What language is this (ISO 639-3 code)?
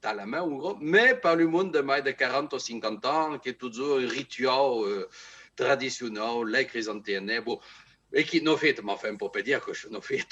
oci